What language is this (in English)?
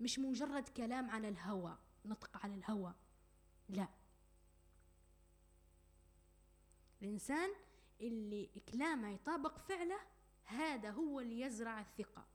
Arabic